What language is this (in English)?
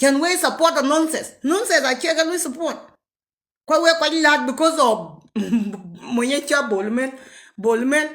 Nuer